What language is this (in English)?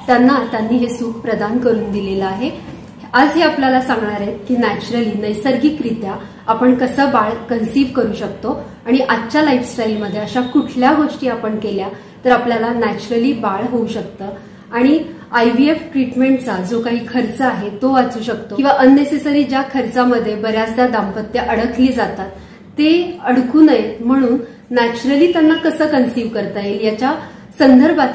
Marathi